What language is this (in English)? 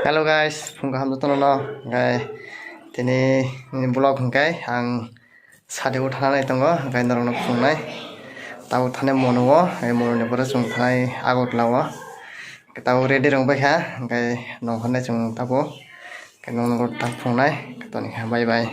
Kok Borok